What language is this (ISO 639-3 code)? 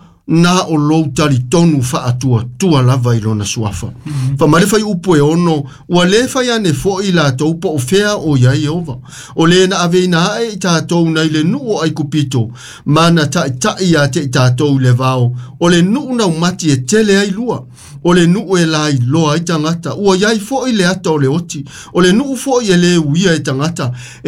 smo